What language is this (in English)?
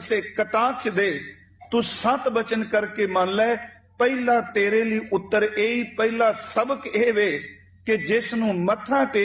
Punjabi